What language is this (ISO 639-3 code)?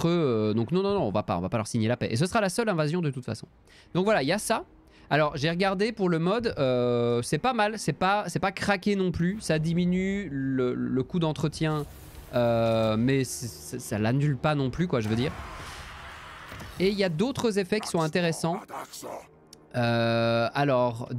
fra